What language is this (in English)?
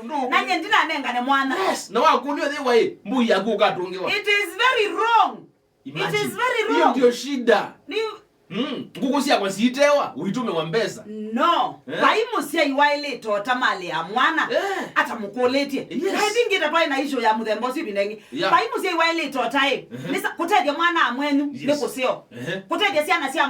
Kamba